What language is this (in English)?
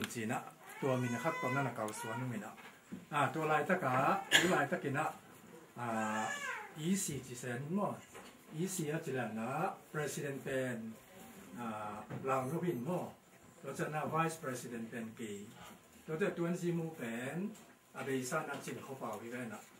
Tedim Chin